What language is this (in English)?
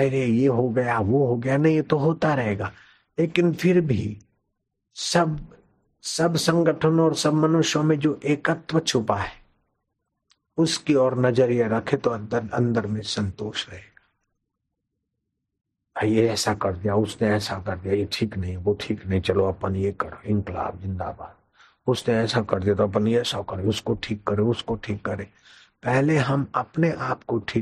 Hindi